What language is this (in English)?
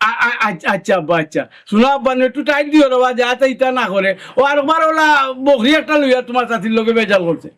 Sylheti